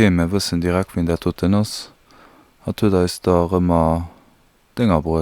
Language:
Luxembourgish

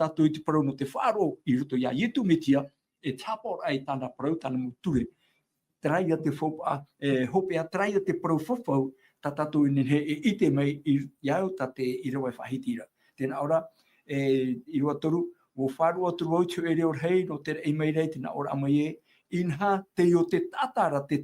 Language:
Tahitian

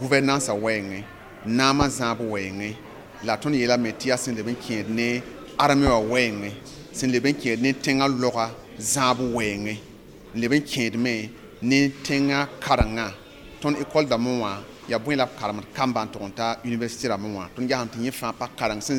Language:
Mossi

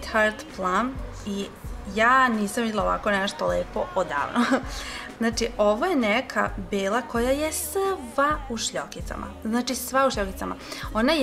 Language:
Serbian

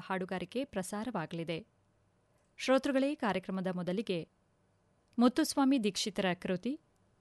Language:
Kannada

